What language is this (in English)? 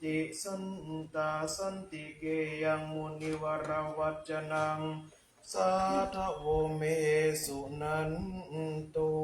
Pali